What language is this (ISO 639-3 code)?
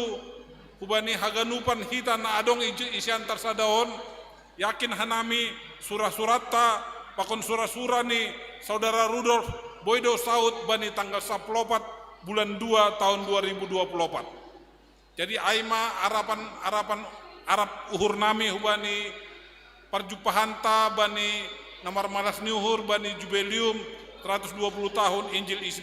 bts